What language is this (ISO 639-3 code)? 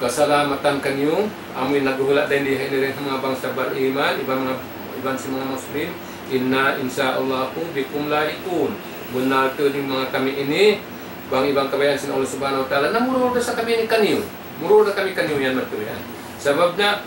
tsg